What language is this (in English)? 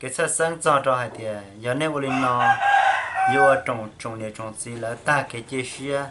Hmong